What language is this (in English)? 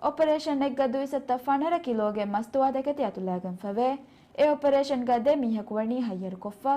Divehi